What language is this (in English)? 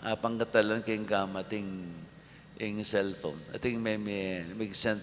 Pampanga